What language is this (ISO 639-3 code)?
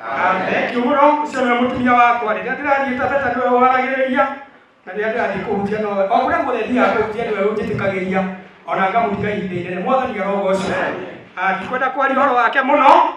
kik